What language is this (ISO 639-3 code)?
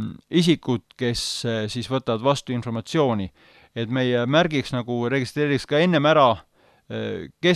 est